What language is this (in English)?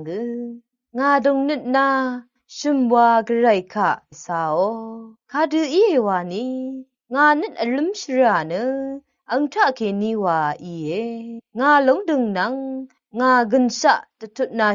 Rawang